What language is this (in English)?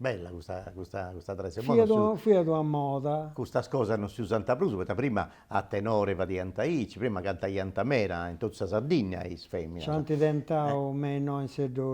Sardinian